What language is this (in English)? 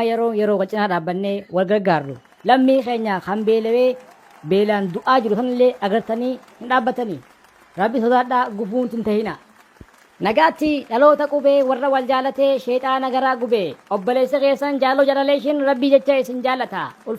Oromo